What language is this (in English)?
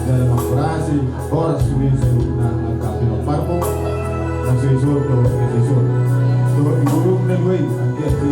Batak Toba